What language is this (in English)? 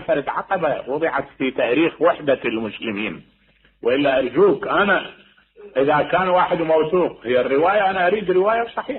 Mesopotamian Arabic